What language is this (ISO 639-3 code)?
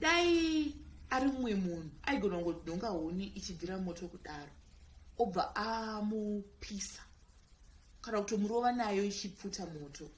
sna